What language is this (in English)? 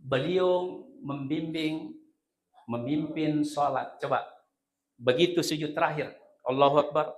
Buginese